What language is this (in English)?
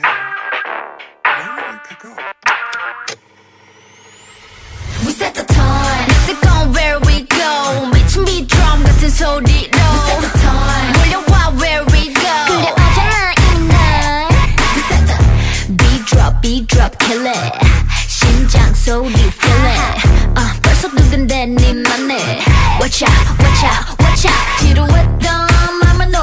Korean